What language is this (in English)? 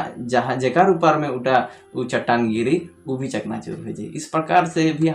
Sadri